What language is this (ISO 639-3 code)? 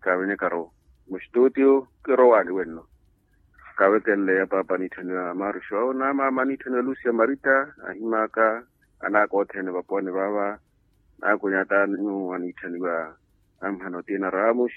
vmw